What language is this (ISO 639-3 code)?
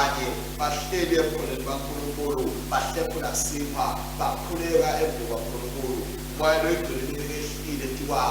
ssw